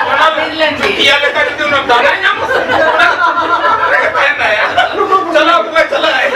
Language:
Santali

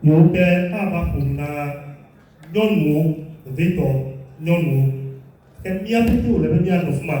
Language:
Ewe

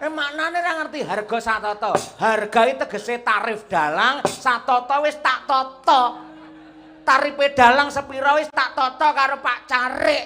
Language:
Javanese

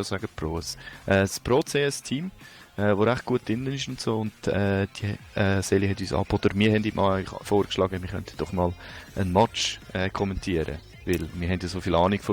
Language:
Swiss German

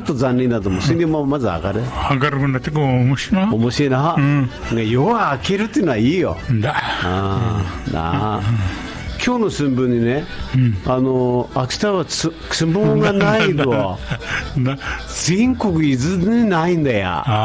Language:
Japanese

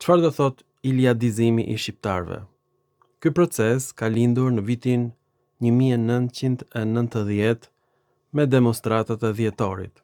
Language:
Albanian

